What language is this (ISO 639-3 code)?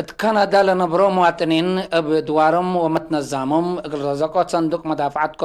tig